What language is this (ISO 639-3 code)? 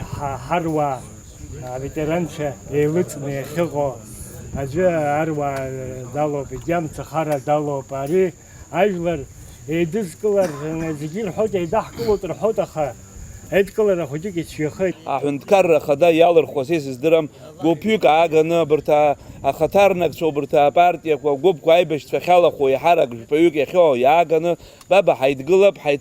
abk